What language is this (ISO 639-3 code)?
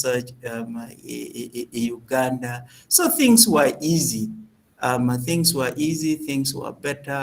ach